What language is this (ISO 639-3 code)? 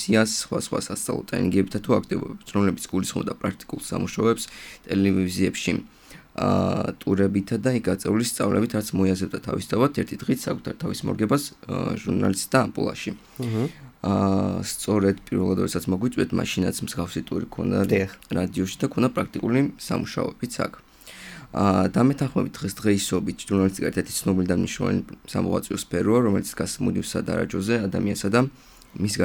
kat